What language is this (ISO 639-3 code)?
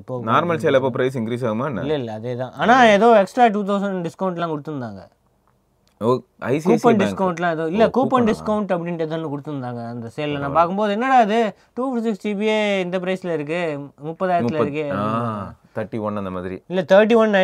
tam